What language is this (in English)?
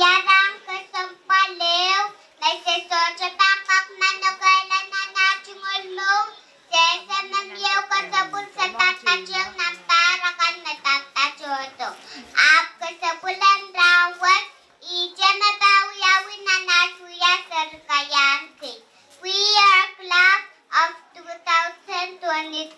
Pohnpeian